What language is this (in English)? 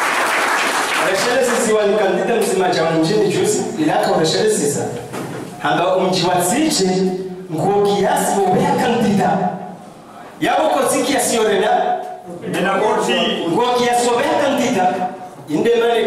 Swahili